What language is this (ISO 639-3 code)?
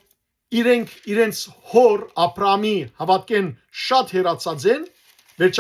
hyw